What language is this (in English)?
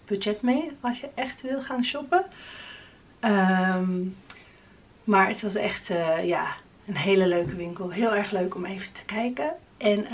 Dutch